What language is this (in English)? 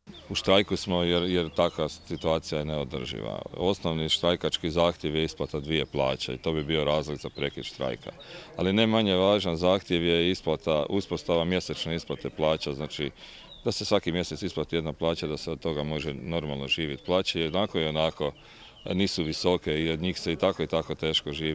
Croatian